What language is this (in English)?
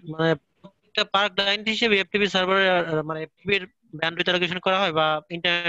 Bangla